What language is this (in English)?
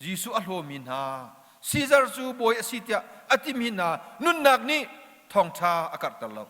Hakha Chin